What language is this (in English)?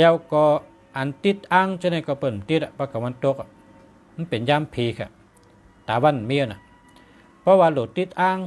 Shan